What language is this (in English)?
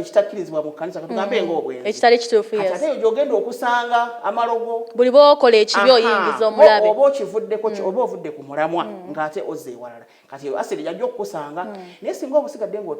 Ganda